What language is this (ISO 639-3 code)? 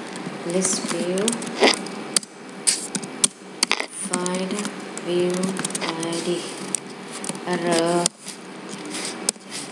vie